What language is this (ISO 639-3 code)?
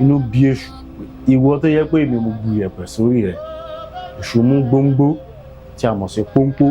yor